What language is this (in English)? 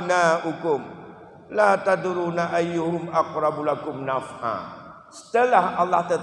Achinese